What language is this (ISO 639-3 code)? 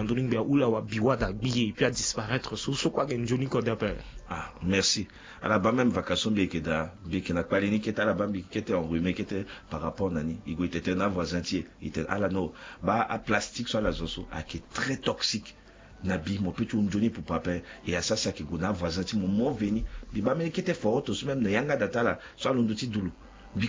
sag